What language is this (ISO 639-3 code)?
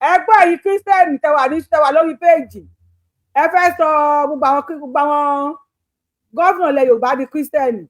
yor